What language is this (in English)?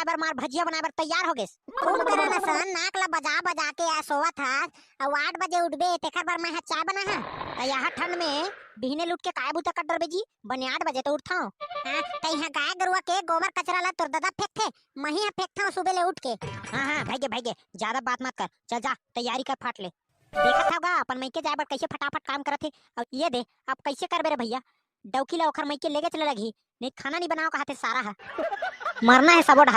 Chhattisgarhi